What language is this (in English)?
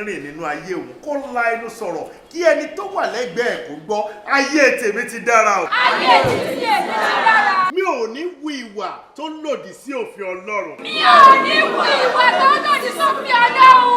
Yoruba